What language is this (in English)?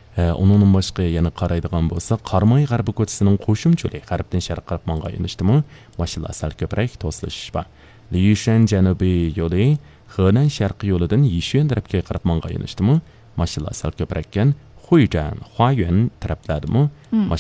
Uyghur